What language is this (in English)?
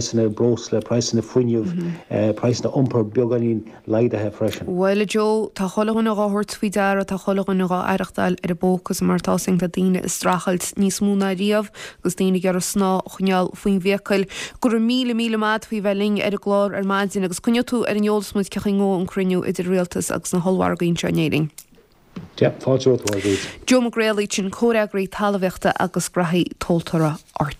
Irish